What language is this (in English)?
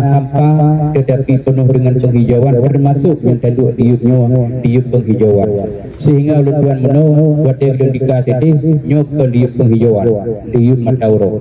Achinese